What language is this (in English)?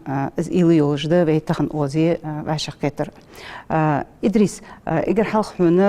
Ingush